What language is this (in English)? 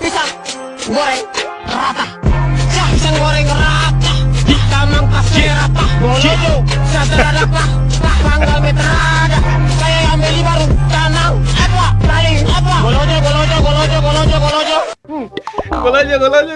Ambonese Malay